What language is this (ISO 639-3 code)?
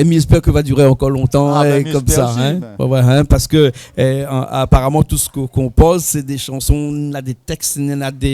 rcf